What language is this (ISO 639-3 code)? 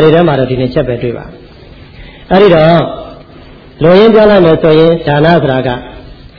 mya